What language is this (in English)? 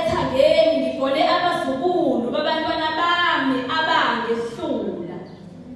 Zulu